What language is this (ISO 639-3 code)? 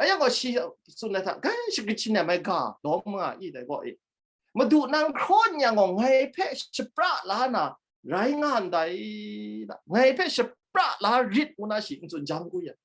kac